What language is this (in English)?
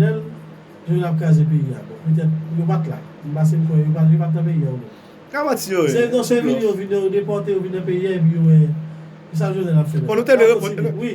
Haitian Creole